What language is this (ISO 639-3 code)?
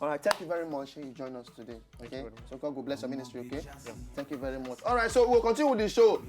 pcm